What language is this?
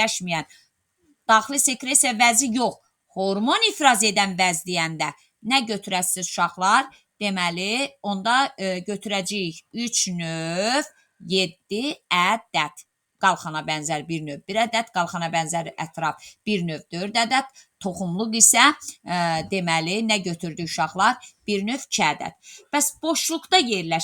Azerbaijani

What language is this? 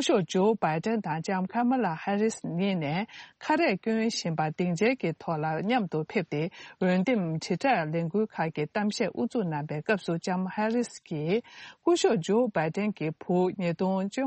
Tibetan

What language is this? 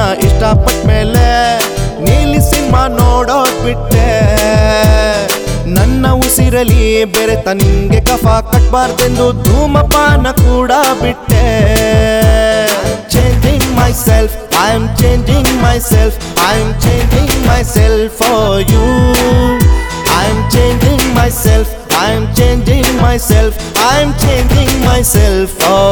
Kannada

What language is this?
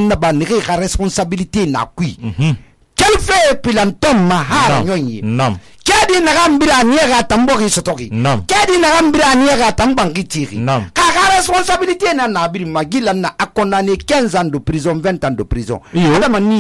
Susu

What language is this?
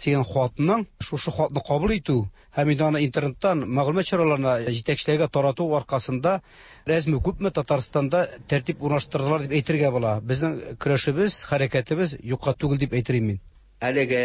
Tatar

